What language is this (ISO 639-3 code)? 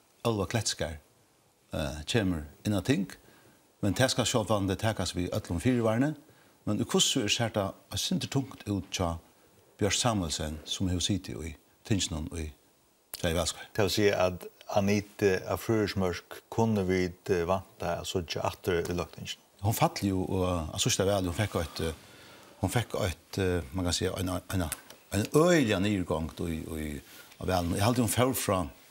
fao